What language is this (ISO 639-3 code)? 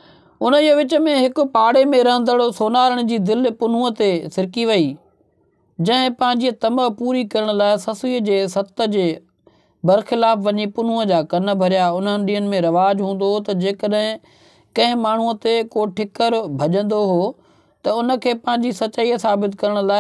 snd